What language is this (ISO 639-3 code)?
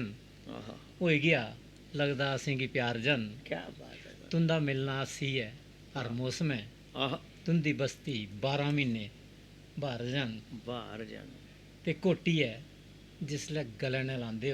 doi